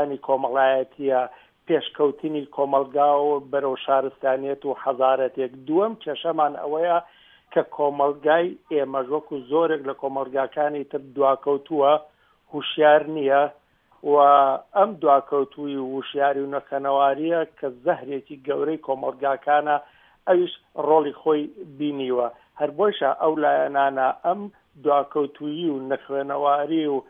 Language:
Central Kurdish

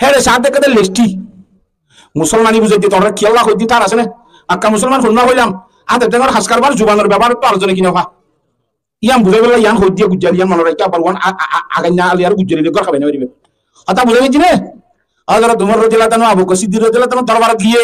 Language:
Rohingya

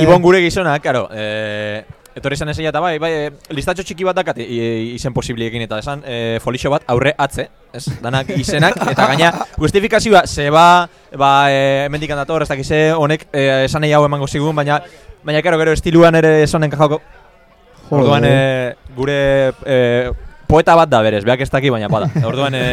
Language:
Basque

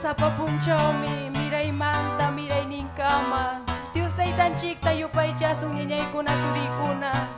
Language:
Ayacucho Quechua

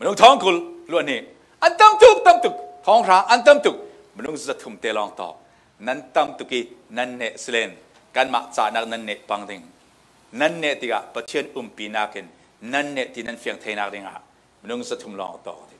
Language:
Falam Chin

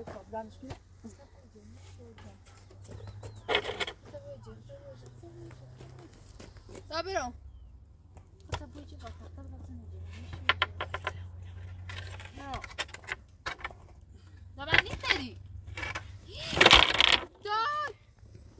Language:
Persian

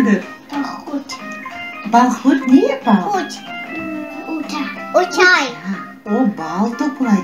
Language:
Crimean Tatar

